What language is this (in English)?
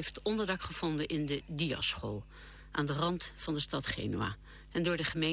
Dutch